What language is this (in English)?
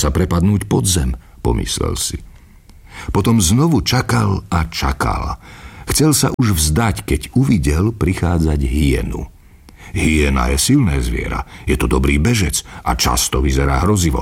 Slovak